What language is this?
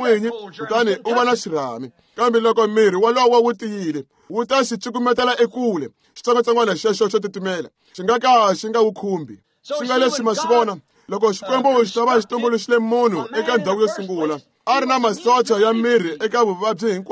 Tsonga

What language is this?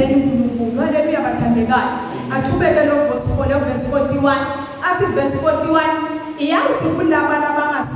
Zulu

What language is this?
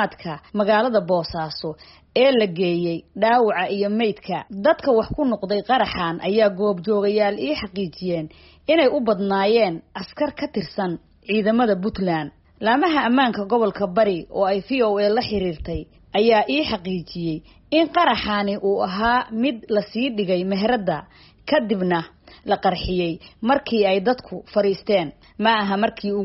Somali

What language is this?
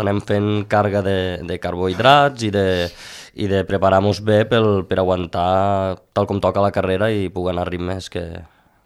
Catalan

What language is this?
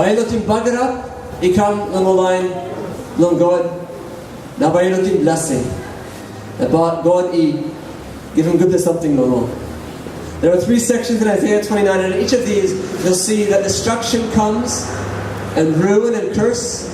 Tok Pisin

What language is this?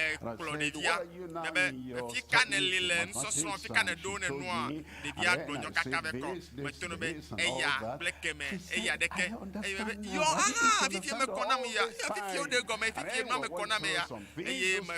Ewe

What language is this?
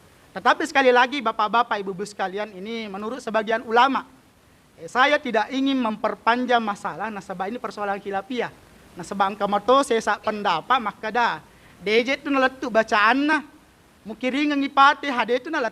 Buginese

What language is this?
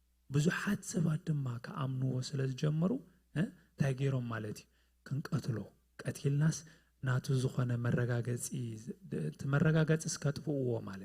Tigrinya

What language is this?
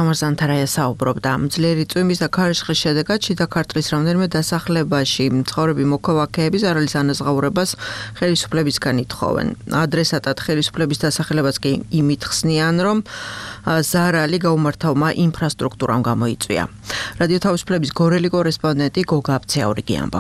Georgian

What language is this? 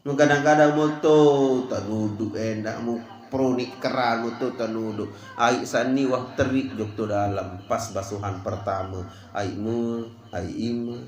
Sasak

